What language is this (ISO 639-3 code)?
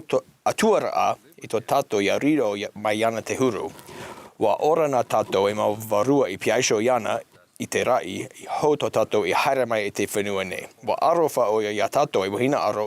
tah